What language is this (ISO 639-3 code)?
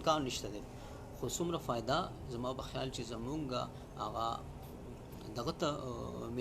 pus